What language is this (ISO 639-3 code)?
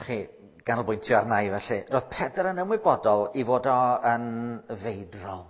cym